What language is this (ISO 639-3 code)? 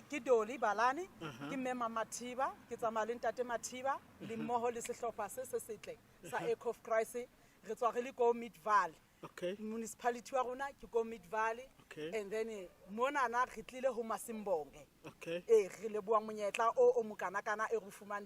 sot